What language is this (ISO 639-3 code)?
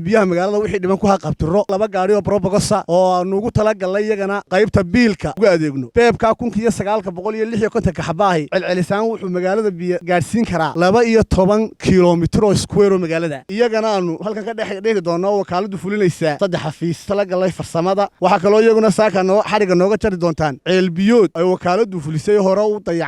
som